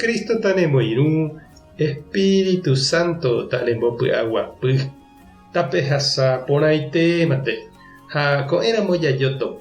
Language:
Guarani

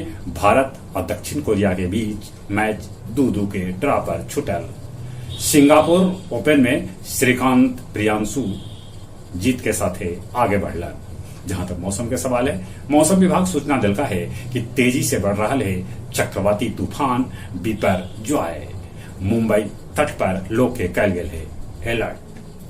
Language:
Magahi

